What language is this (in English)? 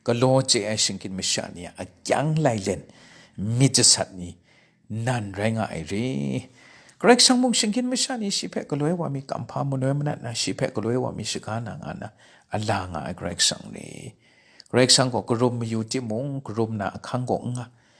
Kachin